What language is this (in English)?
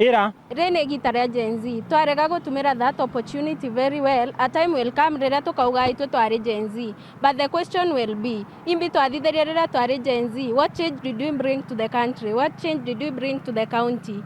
Meru